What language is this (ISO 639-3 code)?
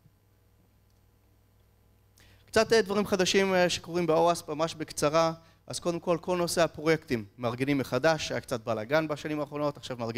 heb